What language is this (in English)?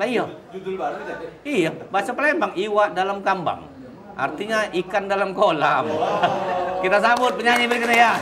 Musi